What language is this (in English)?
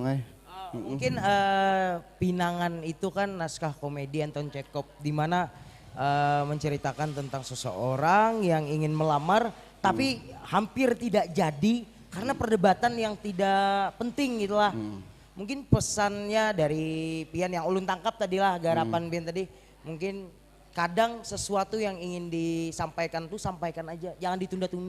Banjar